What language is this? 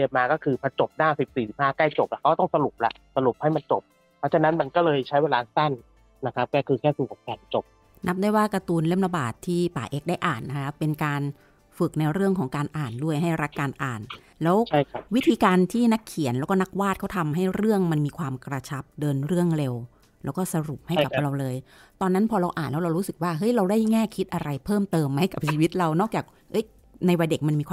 Thai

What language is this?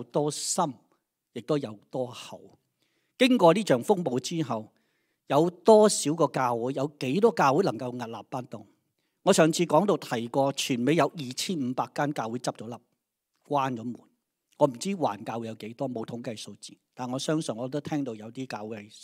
Cantonese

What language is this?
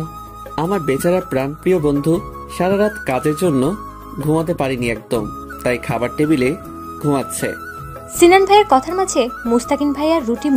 Bangla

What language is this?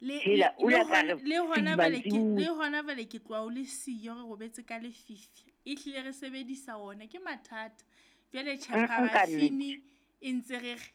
Southern Sotho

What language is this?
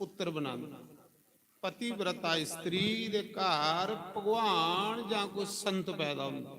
Dogri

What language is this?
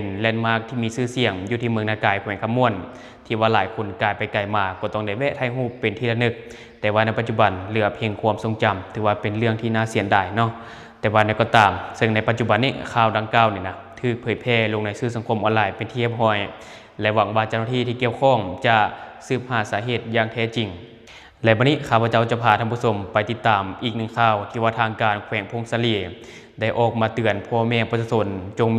Lao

